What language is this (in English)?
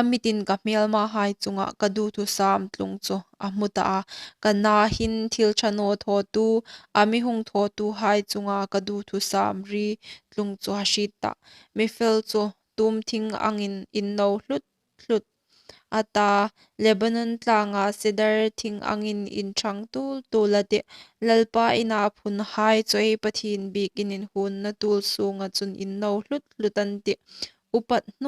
Hmar